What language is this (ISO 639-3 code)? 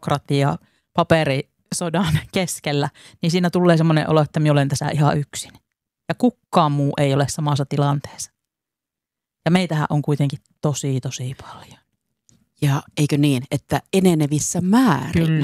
fin